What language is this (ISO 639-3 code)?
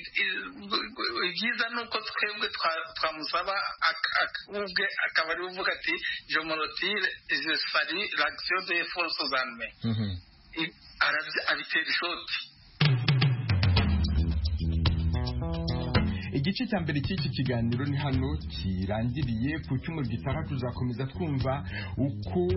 kin